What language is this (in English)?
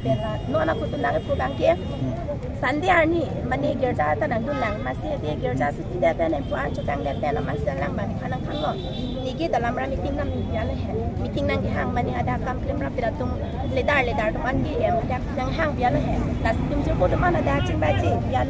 Karbi